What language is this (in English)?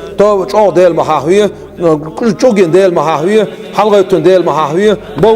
Chechen